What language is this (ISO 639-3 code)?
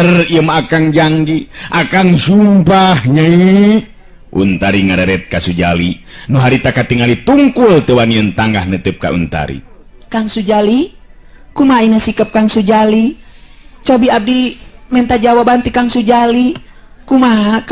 sun